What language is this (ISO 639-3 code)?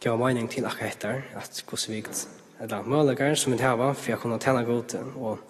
fao